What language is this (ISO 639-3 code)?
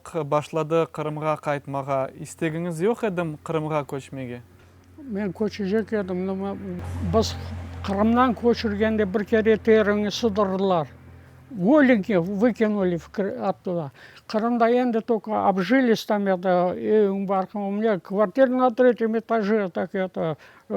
crh